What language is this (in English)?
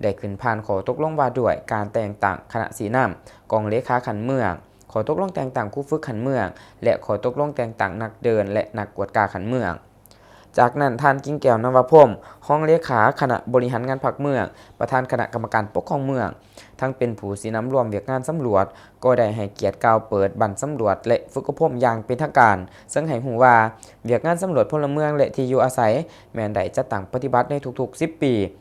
Lao